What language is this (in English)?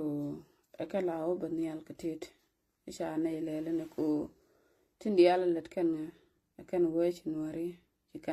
Nuer